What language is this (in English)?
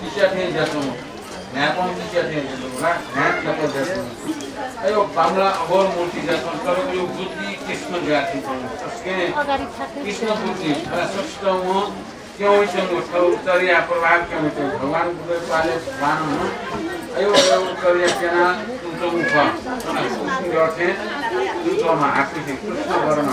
Newari